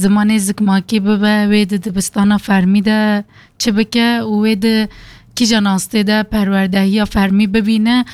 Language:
Kurdish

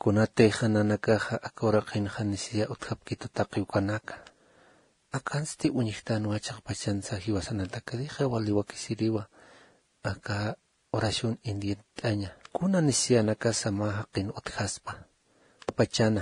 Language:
Aymara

